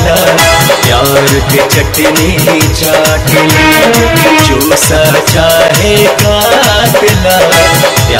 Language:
Bhojpuri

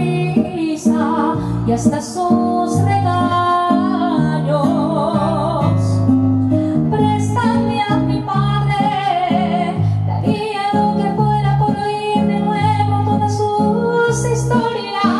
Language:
Spanish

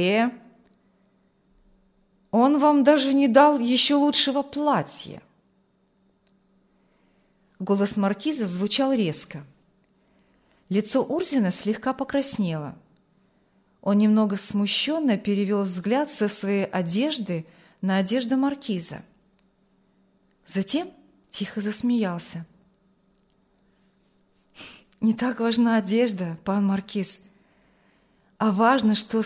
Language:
Russian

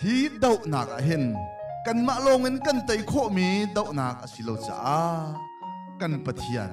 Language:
Hakha Chin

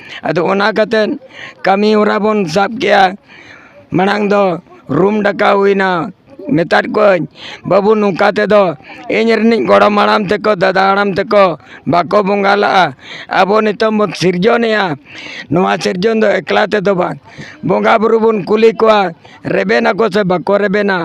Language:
Santali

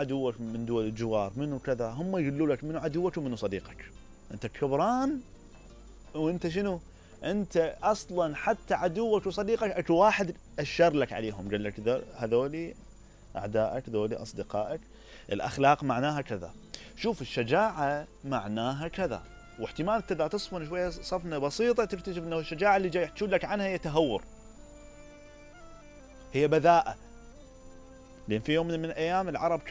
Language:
Mesopotamian Arabic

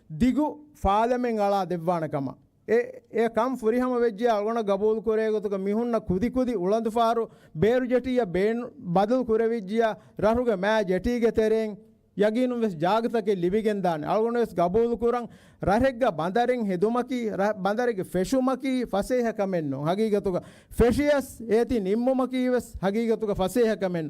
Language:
Divehi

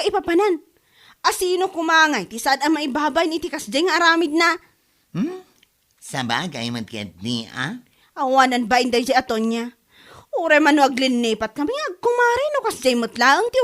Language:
Iloko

